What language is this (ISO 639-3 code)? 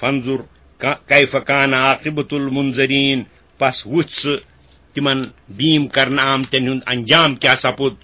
kas